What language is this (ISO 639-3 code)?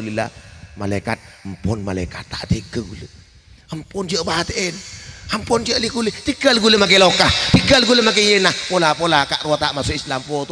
mad